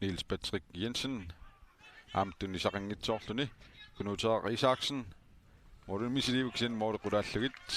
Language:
Kalaallisut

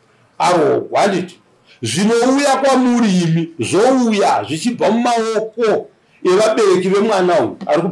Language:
Shona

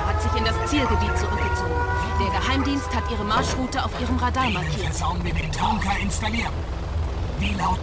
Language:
Bavarian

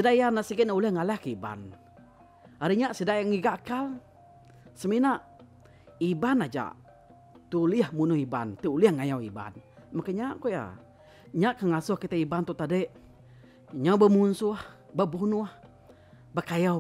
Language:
Iban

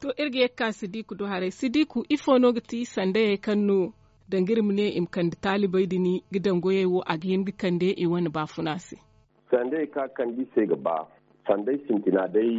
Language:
Zarma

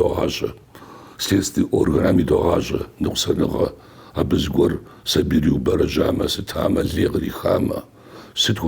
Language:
Kabardian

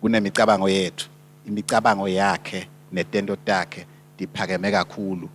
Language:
Swati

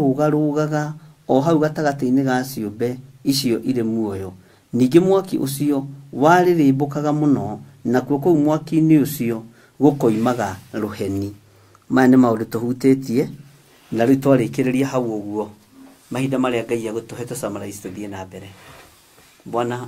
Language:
Kikuyu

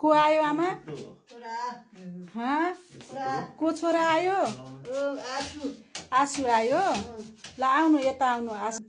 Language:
Nepali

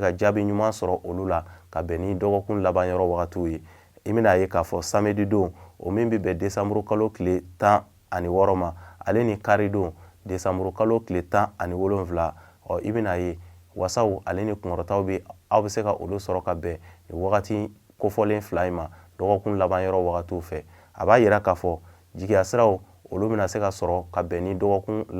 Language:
Bambara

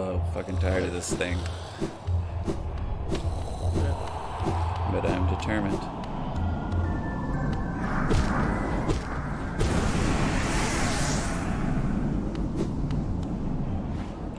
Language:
English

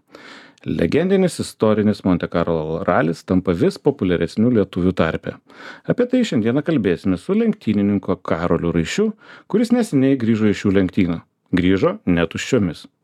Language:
Lithuanian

